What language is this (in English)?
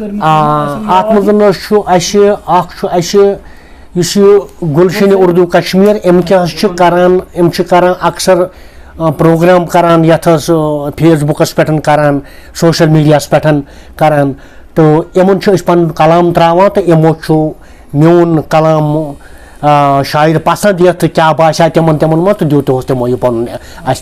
Kashmiri